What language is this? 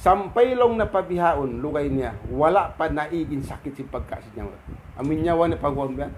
Tausug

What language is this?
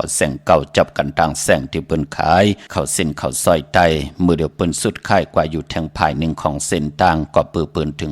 Shan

